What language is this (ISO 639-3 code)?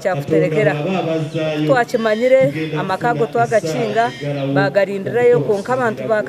nyn